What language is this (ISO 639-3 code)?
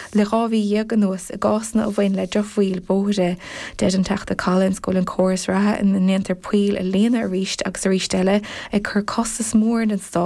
gle